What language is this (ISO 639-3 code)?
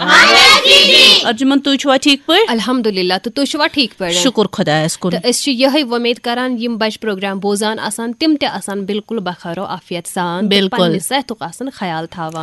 kas